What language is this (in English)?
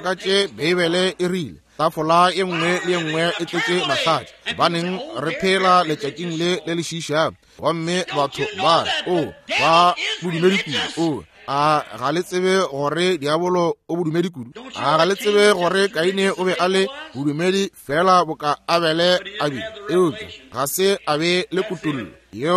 Northern Sotho